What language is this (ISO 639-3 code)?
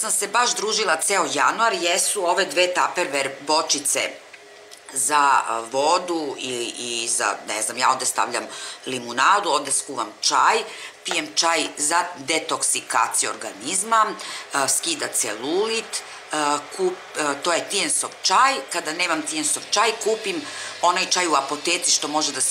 srp